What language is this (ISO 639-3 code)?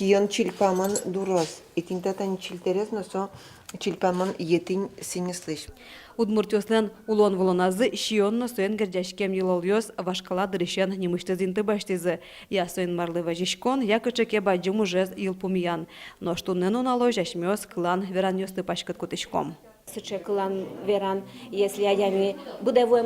udm